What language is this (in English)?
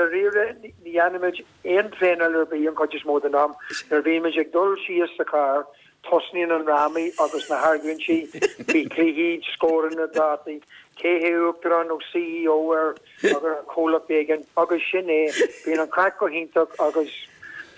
Irish